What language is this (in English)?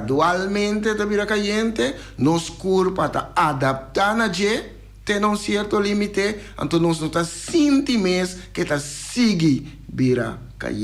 Papiamento